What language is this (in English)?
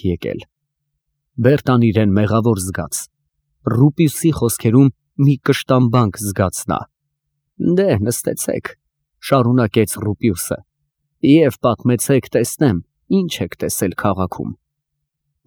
Armenian